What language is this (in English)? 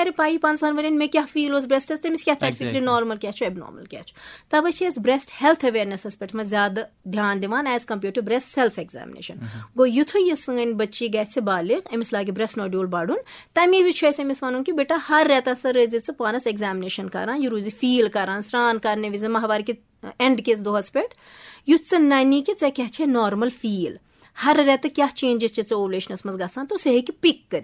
Kashmiri